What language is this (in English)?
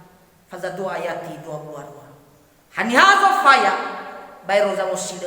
Nias